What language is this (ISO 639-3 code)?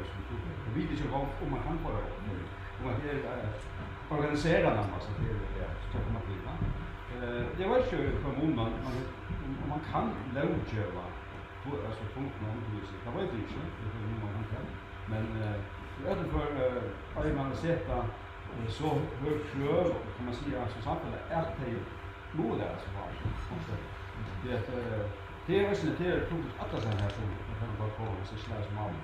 fao